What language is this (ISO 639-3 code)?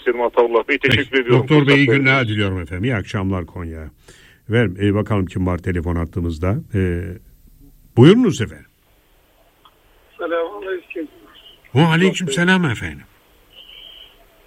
tur